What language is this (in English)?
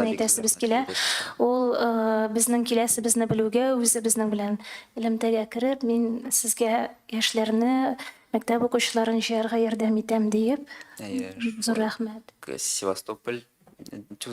Tatar